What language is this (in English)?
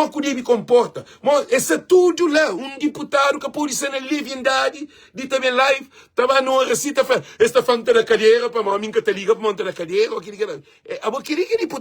Kabuverdianu